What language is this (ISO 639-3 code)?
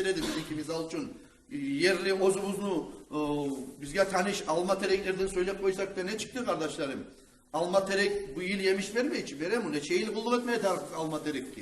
kum